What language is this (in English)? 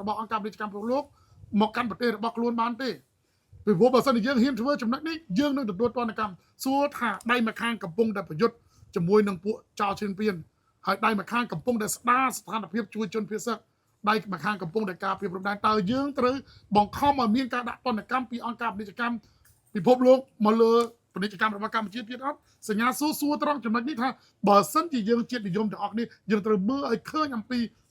Khmer